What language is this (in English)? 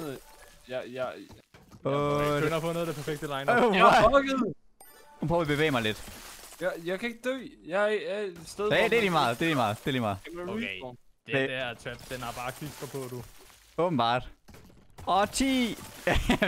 Danish